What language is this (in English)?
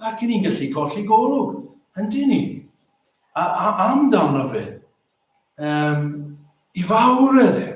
Welsh